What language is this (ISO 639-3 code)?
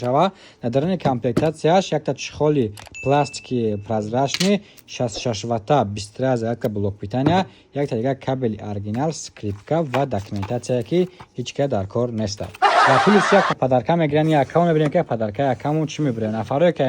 tgk